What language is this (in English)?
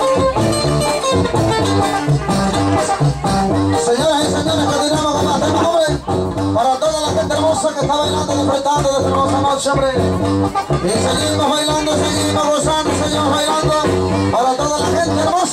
Spanish